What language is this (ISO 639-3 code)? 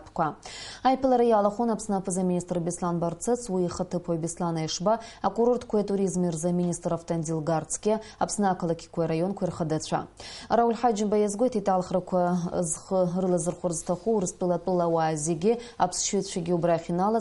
abk